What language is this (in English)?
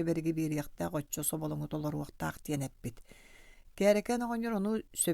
Yakut